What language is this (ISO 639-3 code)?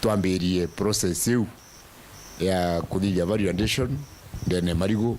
mer